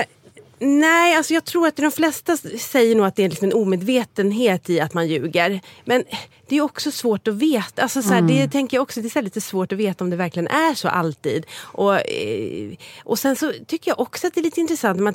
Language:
Swedish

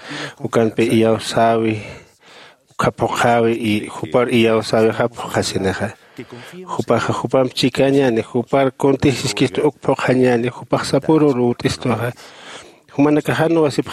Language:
Aymara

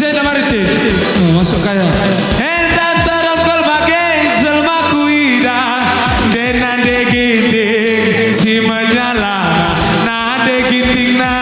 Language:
Batak Karo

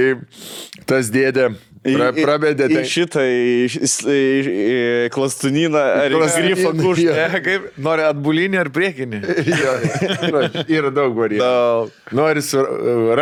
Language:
Lithuanian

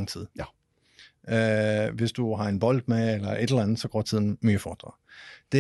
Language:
Danish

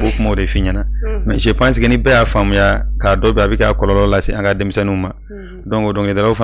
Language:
Bambara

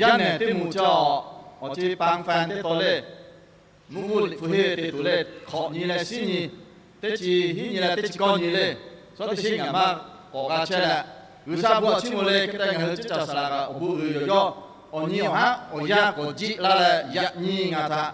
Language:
Lahu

